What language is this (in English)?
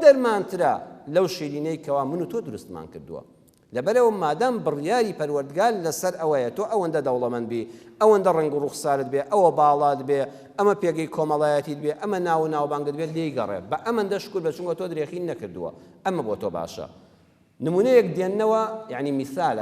Central Kurdish